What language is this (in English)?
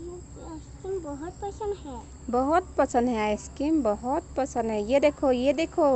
Assamese